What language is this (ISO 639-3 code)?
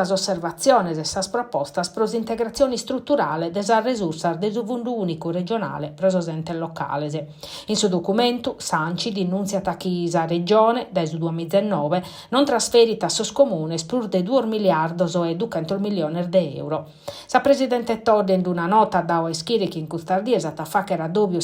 srd